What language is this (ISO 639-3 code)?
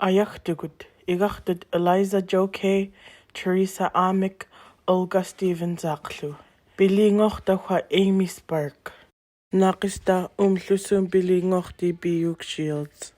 esu